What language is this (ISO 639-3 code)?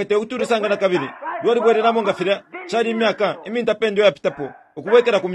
bem